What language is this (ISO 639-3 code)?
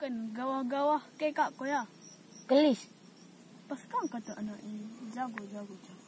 btx